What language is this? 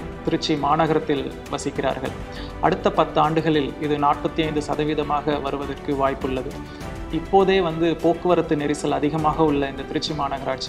Tamil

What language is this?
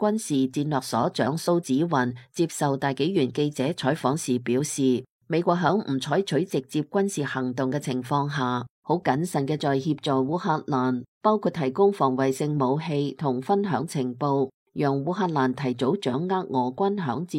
Cantonese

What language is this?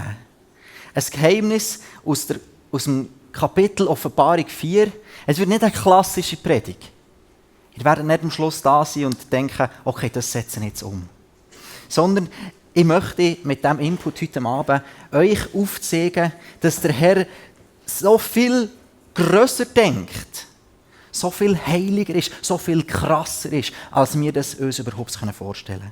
Swiss German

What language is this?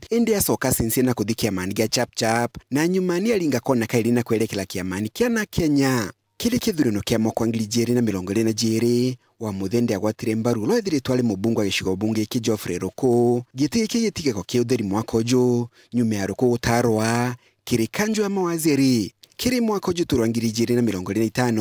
Meru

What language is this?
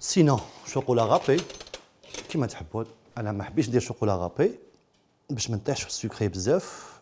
Algerian Arabic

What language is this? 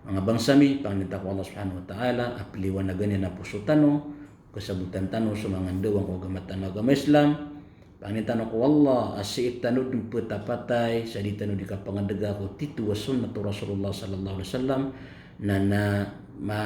Maranao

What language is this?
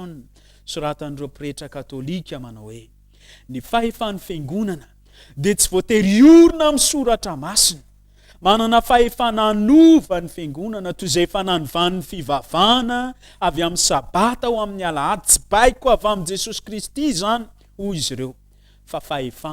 Malagasy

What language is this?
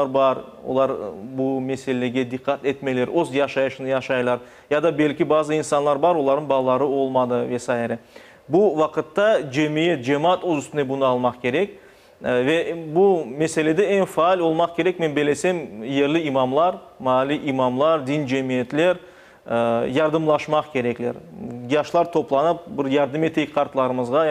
Crimean Tatar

